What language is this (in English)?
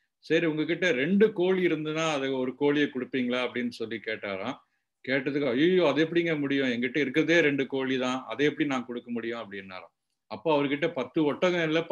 Tamil